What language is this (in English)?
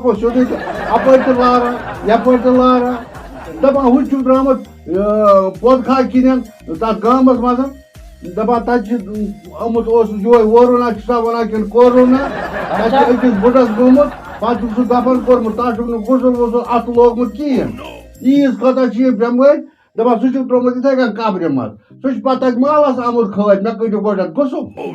Kashmiri